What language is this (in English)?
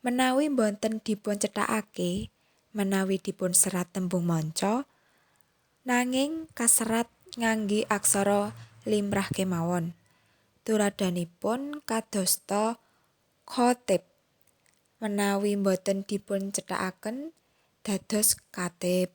Javanese